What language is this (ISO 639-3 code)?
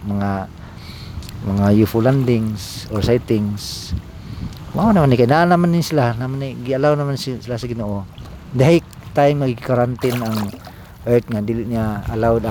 ceb